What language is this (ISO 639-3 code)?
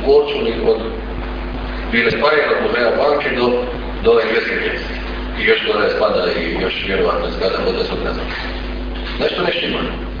hrv